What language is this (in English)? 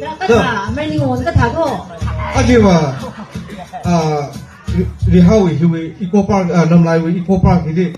Tangkhul Naga (India)